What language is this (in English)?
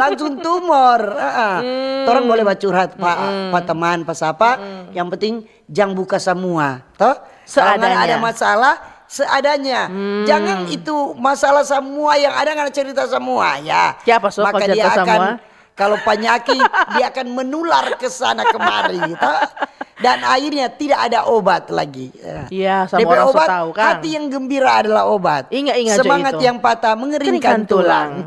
Manado Malay